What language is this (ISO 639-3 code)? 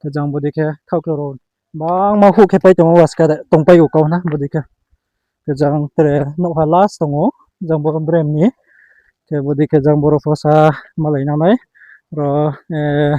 ria